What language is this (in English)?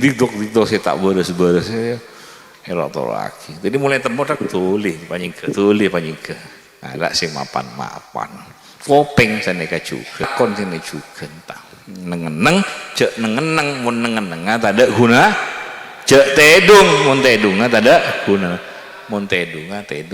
Madurese